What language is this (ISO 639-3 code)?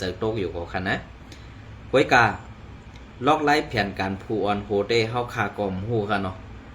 shn